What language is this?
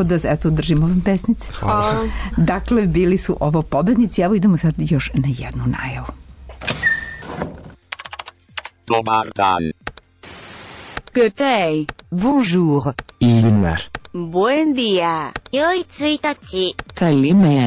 Serbian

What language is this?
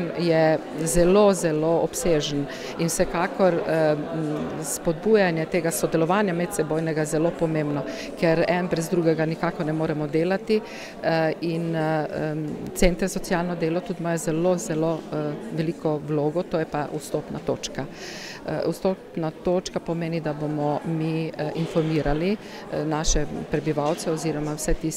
Slovenian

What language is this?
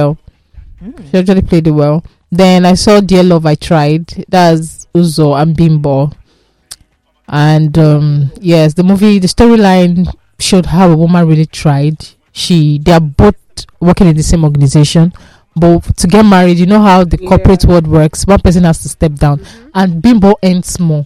English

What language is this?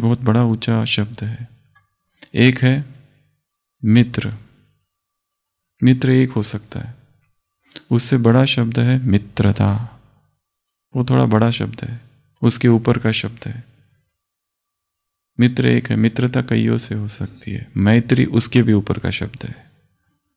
Hindi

